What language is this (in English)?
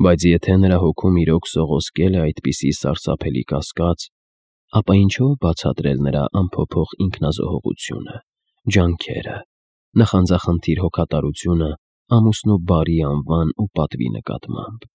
Armenian